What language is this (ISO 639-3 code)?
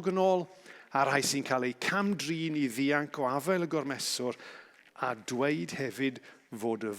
cym